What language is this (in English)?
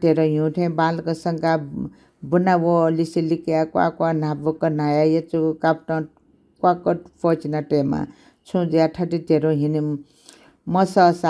Newari